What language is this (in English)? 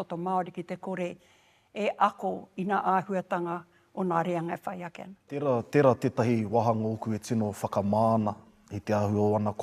Māori